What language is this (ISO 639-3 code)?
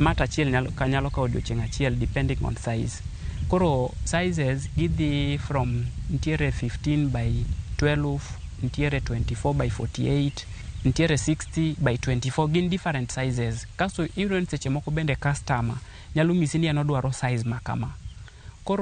luo